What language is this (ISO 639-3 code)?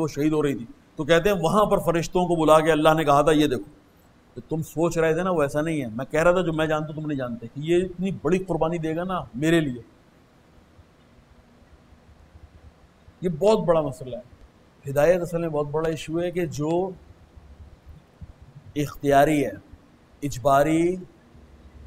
urd